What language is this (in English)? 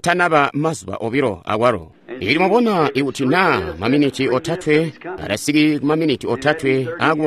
Tonga (Zambia)